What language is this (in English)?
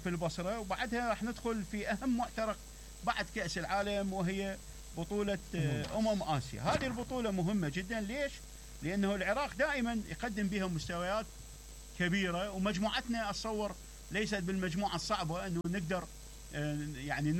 Mesopotamian Arabic